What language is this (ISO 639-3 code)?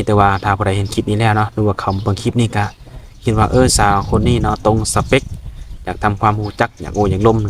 lao